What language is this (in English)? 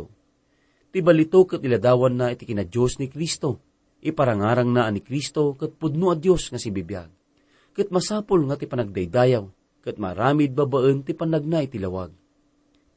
Iloko